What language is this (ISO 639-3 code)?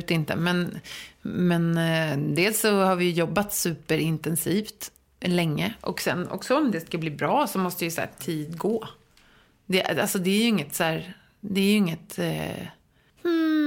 swe